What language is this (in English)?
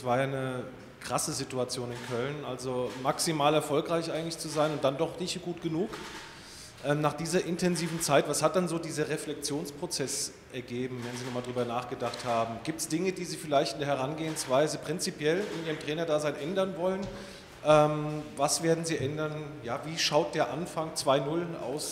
German